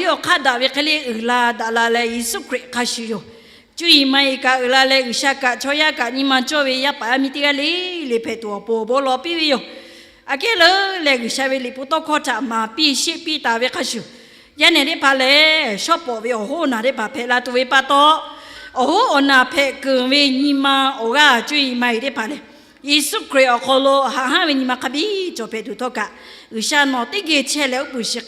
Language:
Lahu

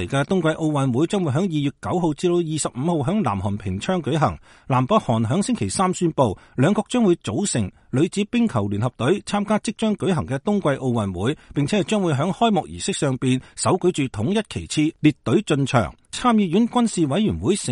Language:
Cantonese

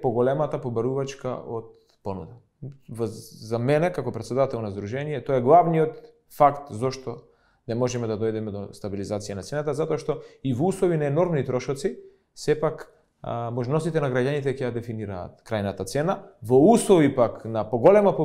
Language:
Macedonian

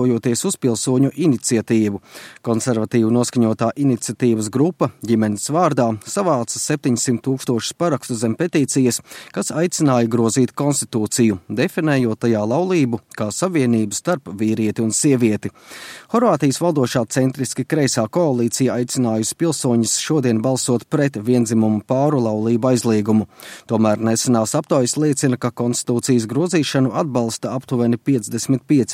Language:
Latvian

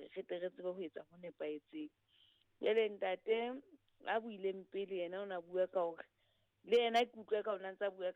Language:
Southern Sotho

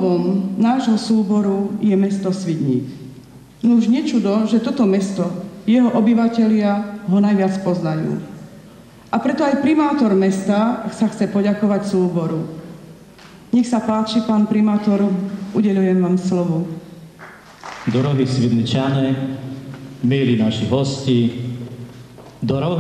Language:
Slovak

